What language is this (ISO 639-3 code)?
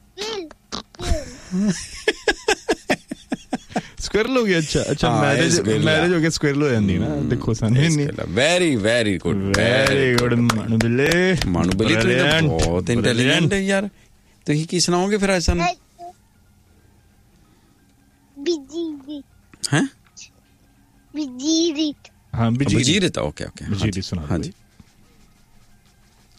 pan